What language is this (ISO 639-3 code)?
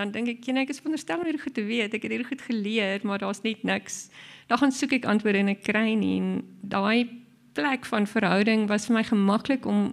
afr